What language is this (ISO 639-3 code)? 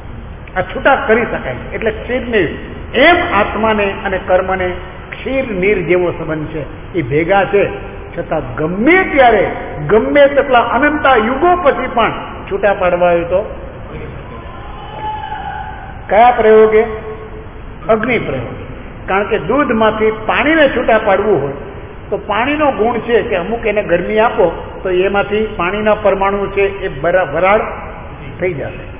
guj